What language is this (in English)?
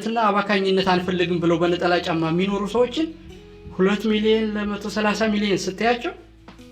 Amharic